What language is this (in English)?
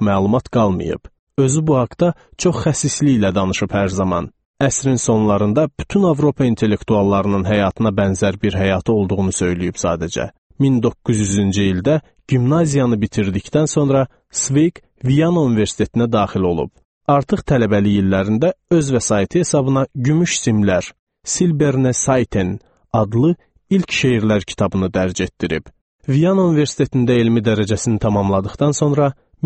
Azerbaijani